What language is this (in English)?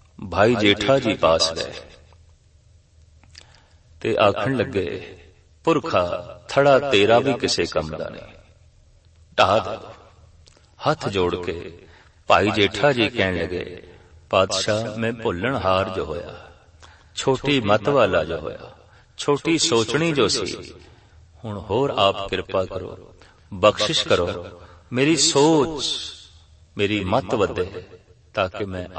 Punjabi